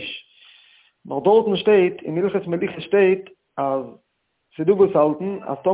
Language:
Yiddish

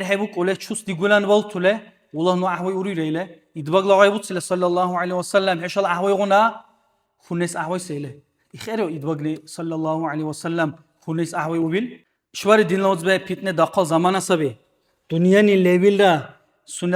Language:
Dargwa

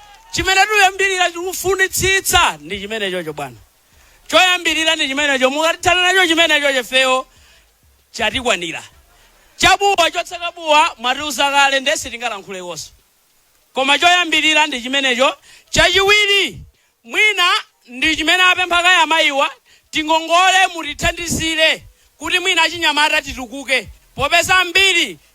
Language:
Nyanja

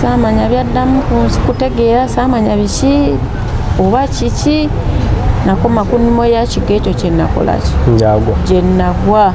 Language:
Ganda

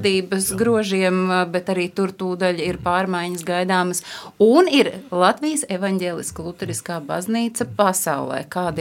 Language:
Latvian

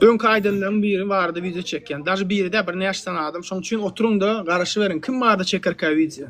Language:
Turkmen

